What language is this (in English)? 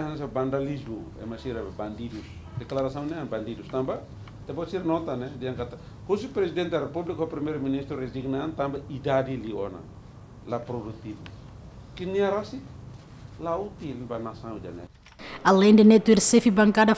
Tetum